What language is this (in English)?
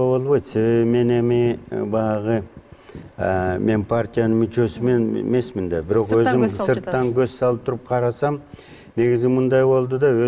Kyrgyz